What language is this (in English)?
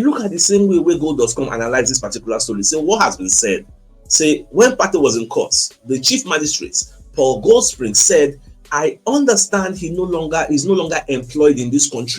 Nigerian Pidgin